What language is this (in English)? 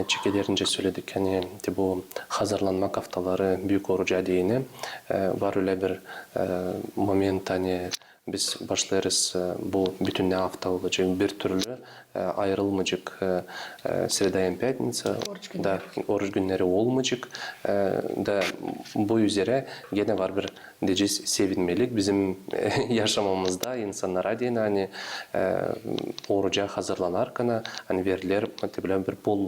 Gagauz